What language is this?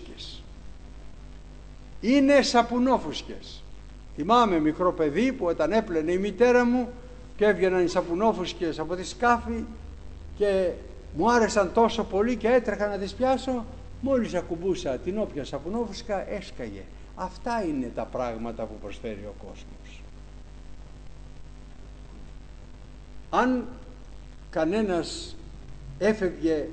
Greek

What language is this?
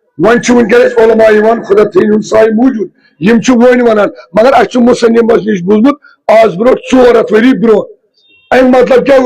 Kashmiri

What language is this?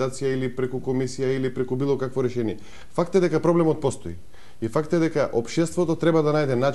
Macedonian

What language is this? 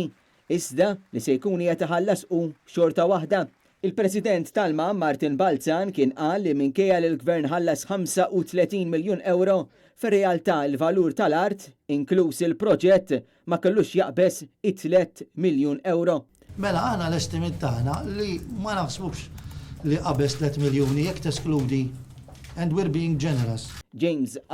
Maltese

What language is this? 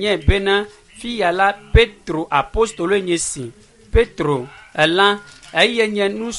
Ewe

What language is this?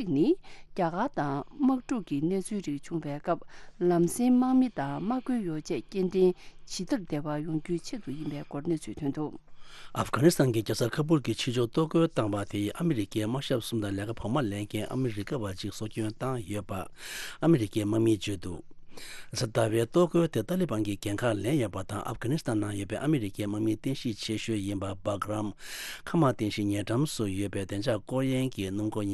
Tibetan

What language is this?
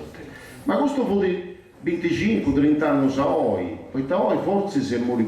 Sardinian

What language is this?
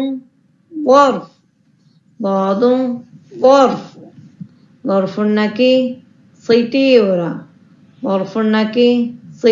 Divehi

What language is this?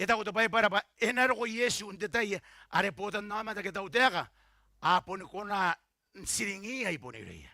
Gilbertese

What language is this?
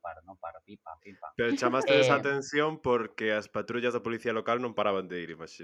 Galician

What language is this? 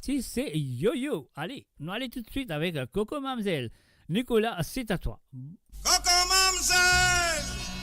Morisyen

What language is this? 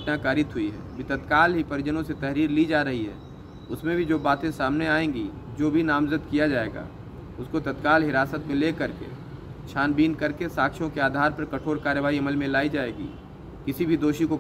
Hindi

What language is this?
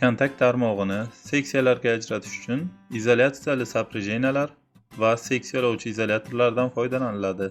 Uzbek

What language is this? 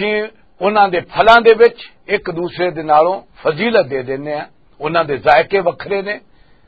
Western Panjabi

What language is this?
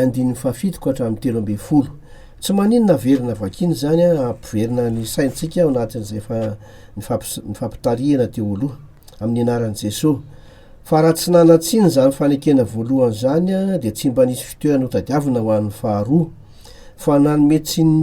Malagasy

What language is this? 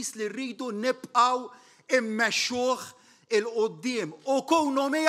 Maltese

